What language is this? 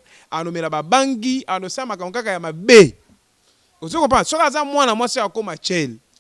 Lingala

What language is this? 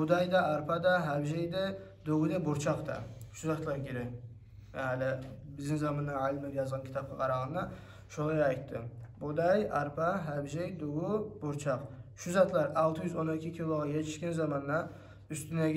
Kumyk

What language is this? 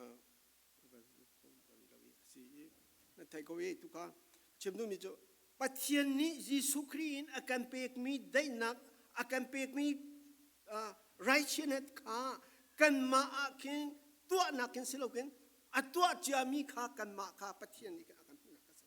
Falam Chin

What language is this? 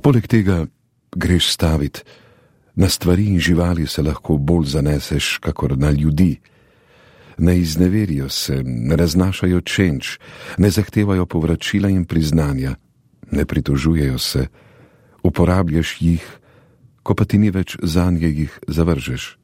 Slovenian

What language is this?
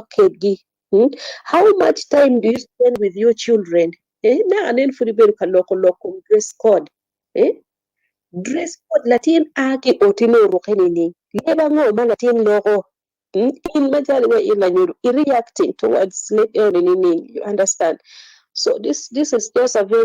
Acoli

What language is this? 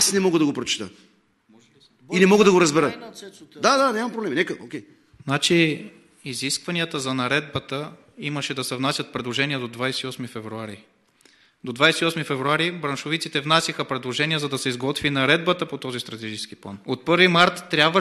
Bulgarian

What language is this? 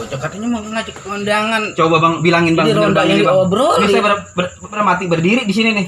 Betawi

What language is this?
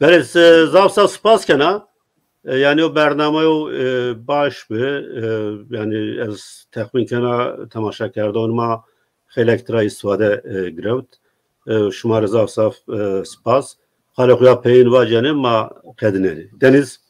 Zaza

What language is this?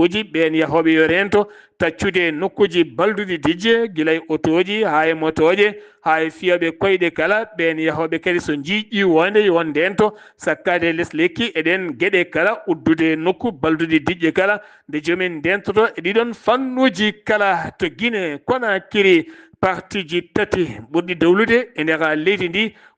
Fula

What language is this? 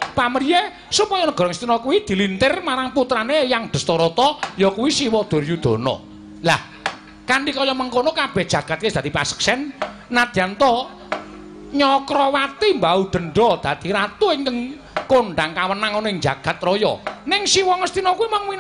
Javanese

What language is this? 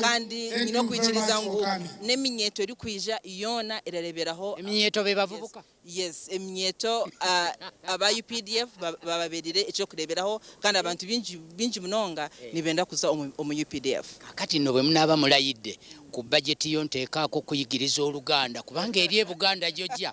Nyankole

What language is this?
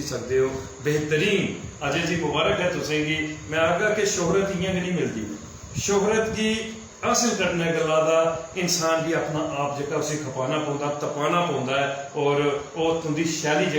Dogri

